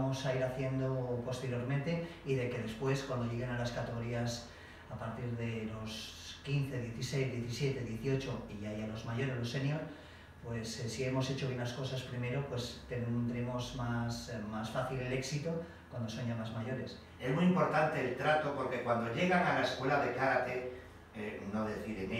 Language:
Spanish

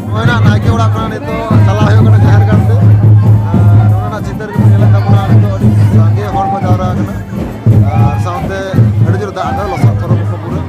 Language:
Santali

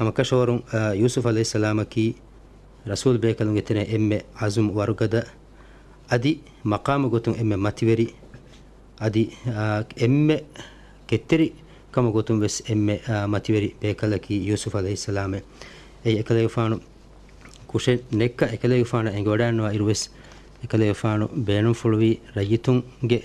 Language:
Divehi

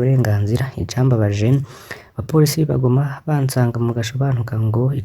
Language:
Rundi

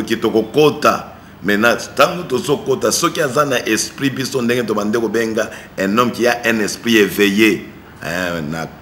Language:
Lingala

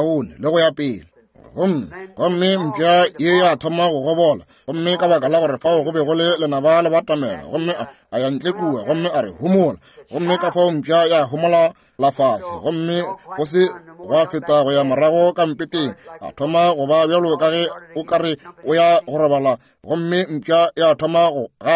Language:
Northern Sotho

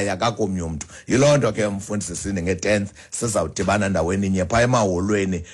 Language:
Xhosa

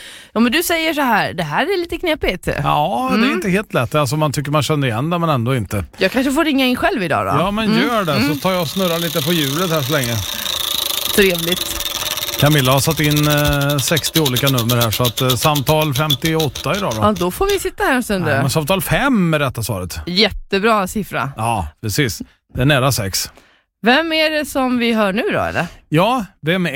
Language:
Swedish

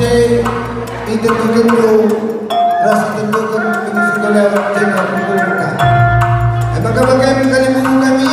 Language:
Batak Karo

